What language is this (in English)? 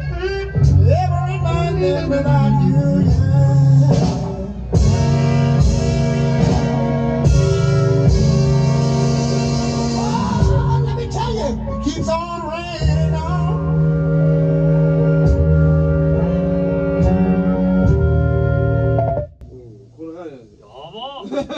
Japanese